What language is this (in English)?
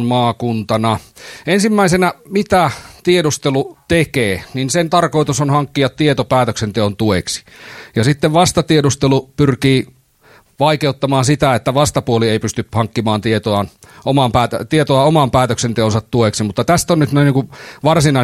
Finnish